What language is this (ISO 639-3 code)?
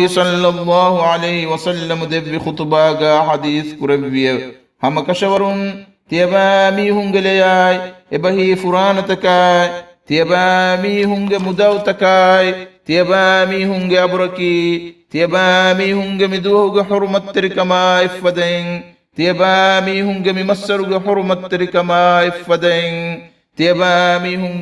div